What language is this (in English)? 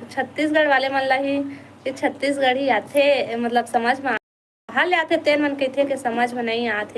Chhattisgarhi